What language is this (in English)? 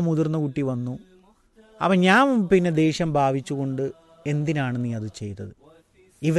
Malayalam